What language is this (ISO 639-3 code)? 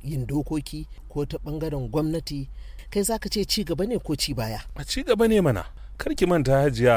hau